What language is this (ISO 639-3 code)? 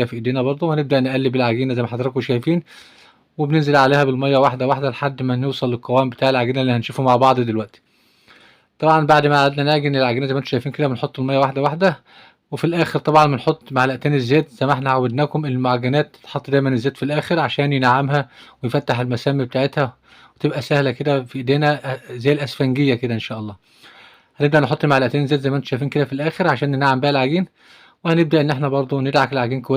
arz